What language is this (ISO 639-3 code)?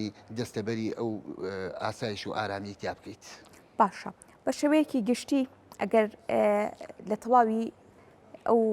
ckb